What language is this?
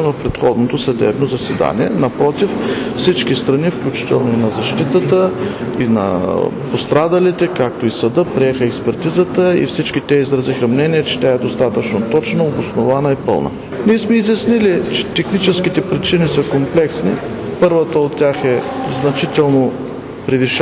Bulgarian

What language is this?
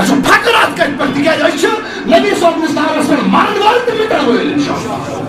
Kashmiri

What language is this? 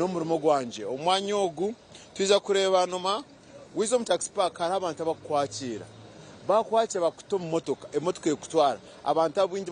Nyankole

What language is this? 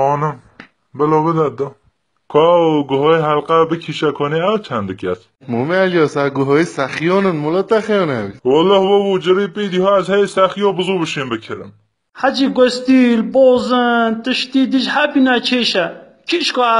Kurdish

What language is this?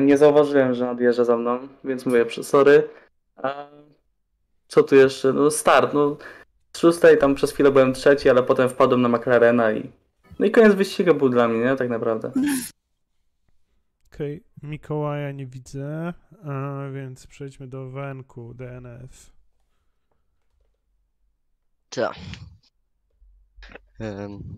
Polish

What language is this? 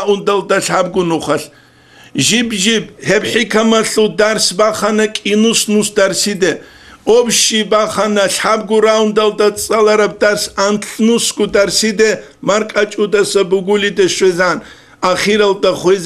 Avaric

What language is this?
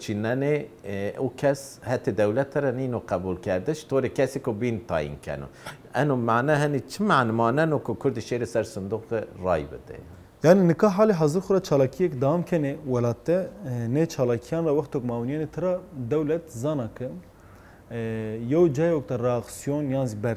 Zaza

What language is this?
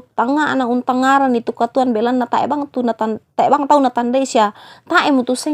Toraja-Sa'dan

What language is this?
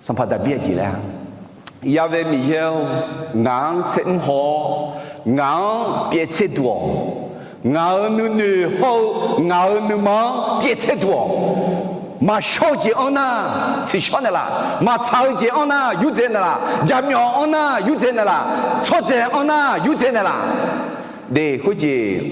Akha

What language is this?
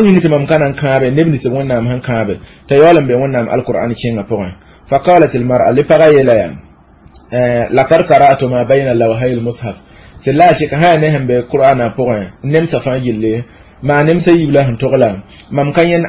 Mossi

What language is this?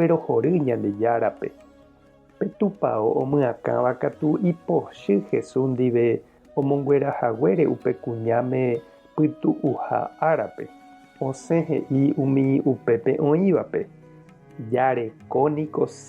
Guarani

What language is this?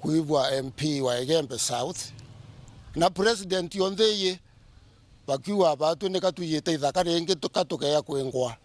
Meru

